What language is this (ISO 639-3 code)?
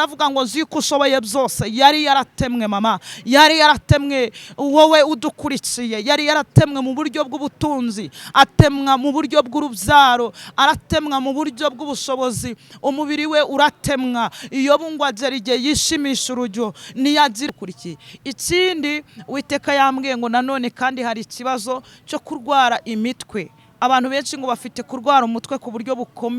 kin